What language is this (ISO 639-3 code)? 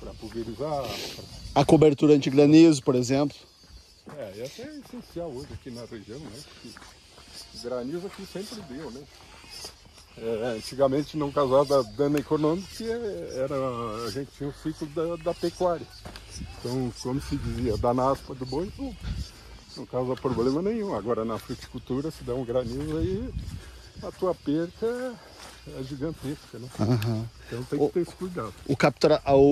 por